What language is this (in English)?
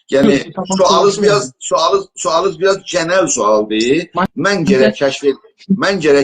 South Azerbaijani